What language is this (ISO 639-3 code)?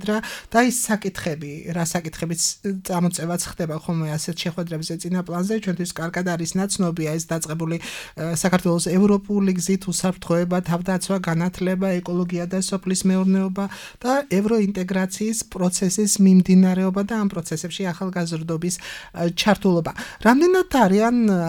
kat